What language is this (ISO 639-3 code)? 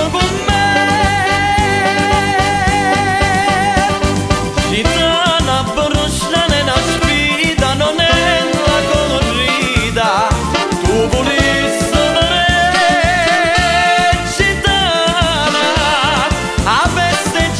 ita